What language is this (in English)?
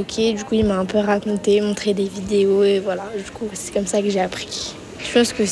French